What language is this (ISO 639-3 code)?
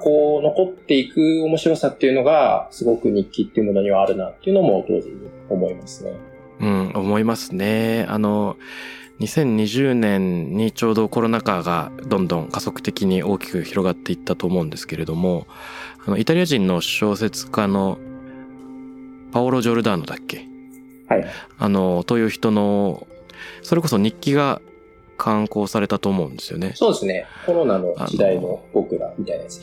jpn